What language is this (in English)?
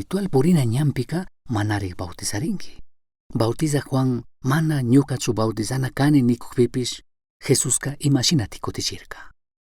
Chimborazo Highland Quichua